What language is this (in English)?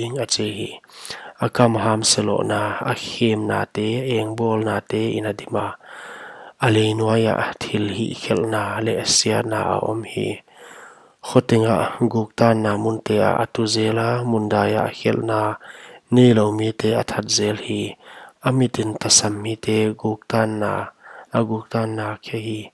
Paite Chin